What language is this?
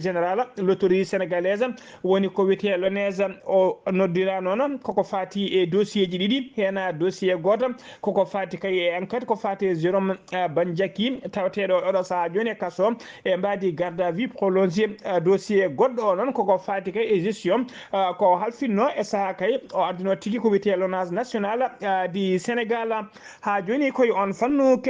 Fula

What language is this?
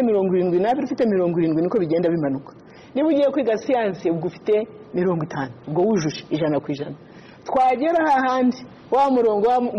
Kinyarwanda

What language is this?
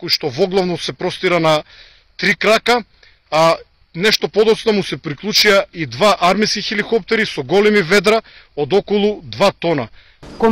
Macedonian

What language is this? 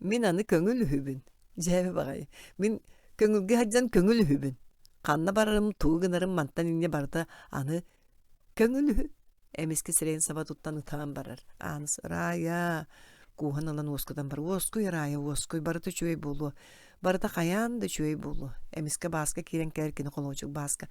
Yakut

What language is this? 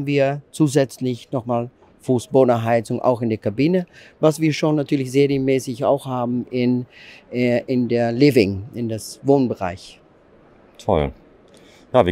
German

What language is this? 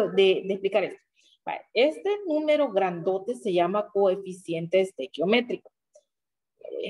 Spanish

